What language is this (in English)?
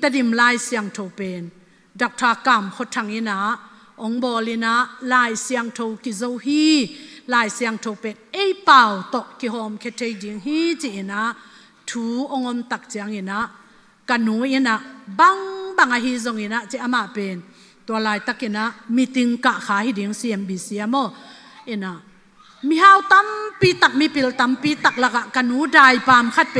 Tedim Chin